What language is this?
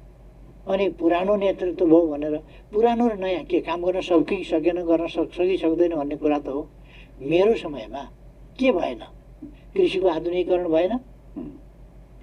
Nepali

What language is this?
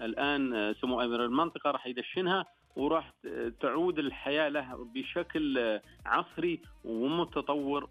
Najdi Arabic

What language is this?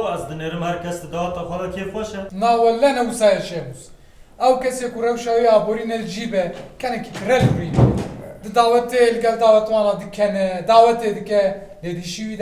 Kurdish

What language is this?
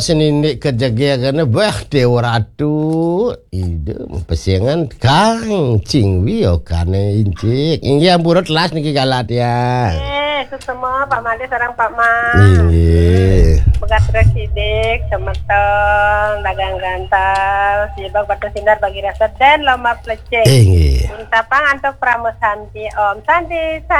Balinese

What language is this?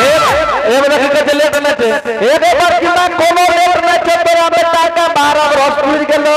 Angika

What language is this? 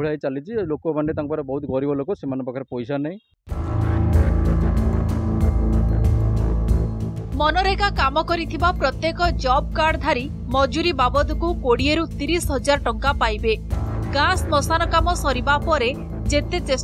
Odia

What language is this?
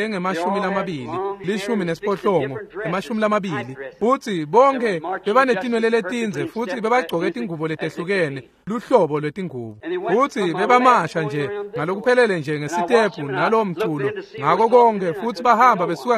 Swati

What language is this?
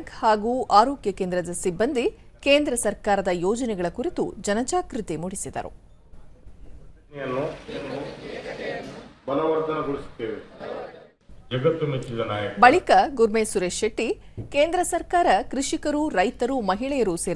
Kannada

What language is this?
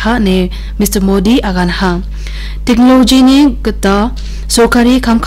Garo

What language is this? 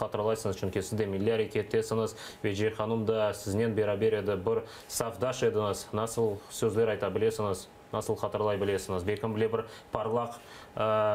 Crimean Tatar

